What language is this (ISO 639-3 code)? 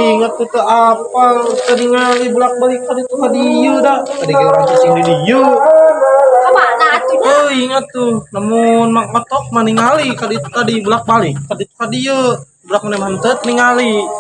sun